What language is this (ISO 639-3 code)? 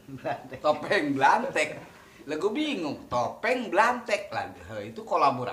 bew